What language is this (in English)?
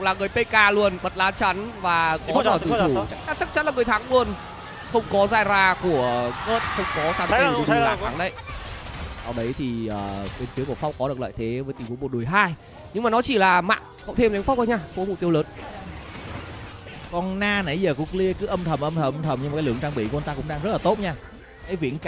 Vietnamese